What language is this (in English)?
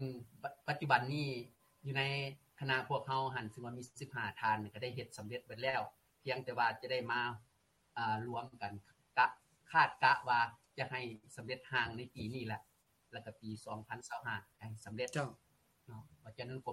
Lao